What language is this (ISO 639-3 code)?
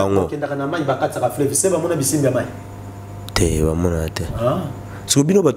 lin